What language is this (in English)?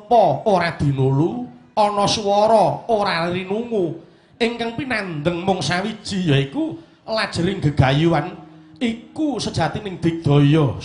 Javanese